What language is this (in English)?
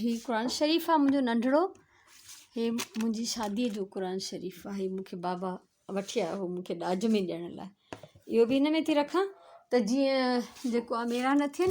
Sindhi